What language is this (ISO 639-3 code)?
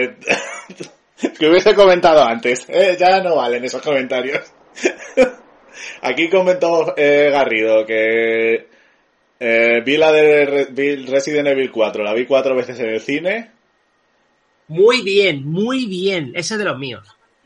spa